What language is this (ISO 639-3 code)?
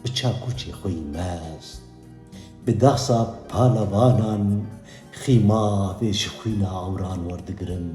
kur